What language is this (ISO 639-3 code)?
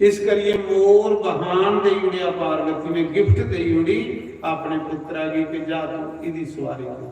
doi